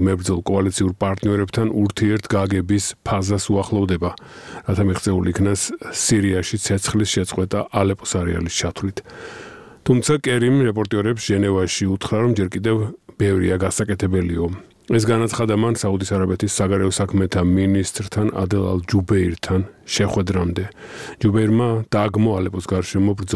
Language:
Georgian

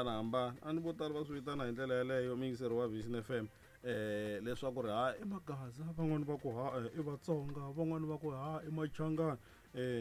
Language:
Tsonga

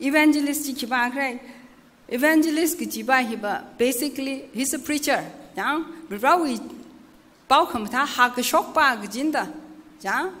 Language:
Tangkhul Naga (India)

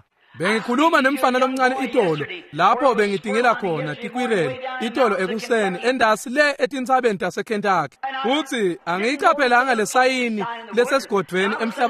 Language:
Swati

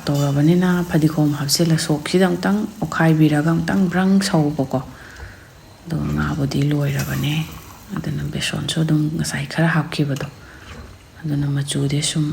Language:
Manipuri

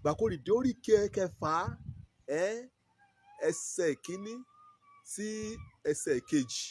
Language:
Yoruba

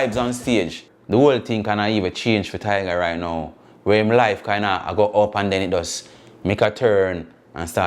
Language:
Jamaican Creole English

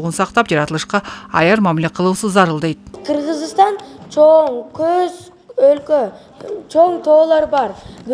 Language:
Kyrgyz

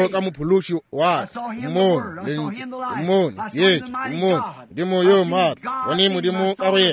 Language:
Northern Sotho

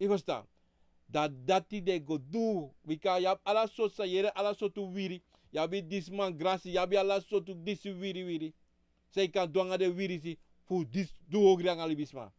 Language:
Sranan Tongo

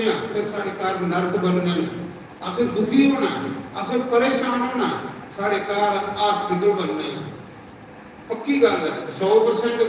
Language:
Dogri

